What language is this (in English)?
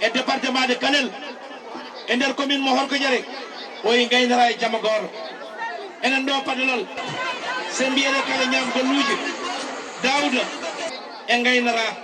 Fula